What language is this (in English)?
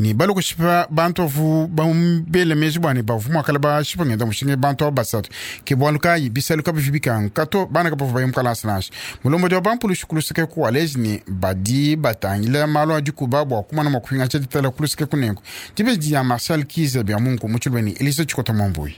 Luba-Lulua